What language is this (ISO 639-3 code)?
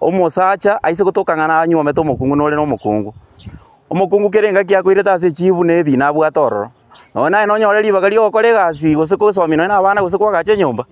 guz